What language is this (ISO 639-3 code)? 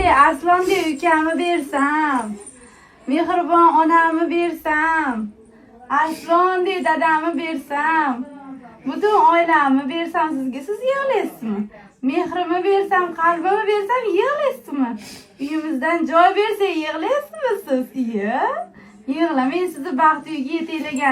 uzb